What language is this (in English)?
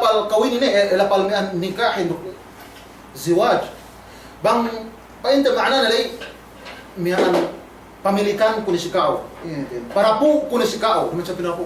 Yakan